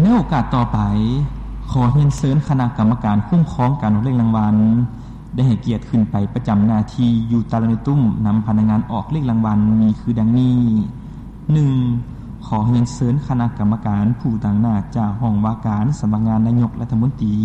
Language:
Lao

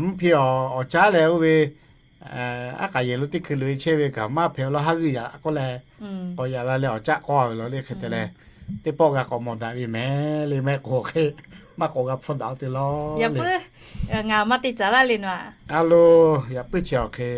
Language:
Lahu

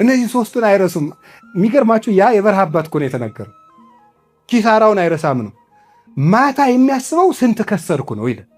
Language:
Amharic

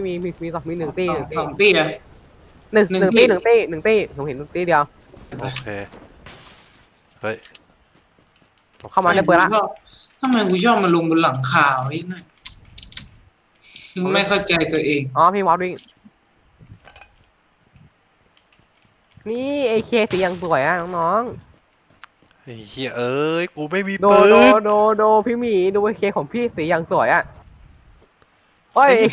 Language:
Thai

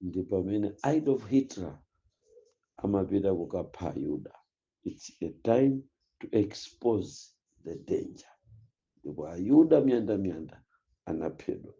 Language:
Nyanja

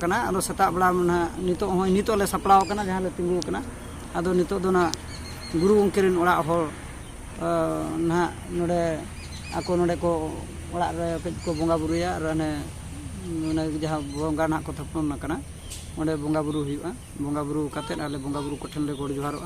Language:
Santali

